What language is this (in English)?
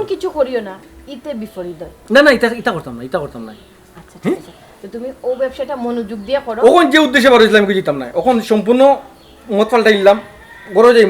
Sylheti